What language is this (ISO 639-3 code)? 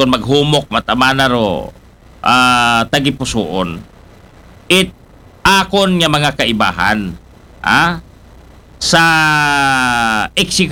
akl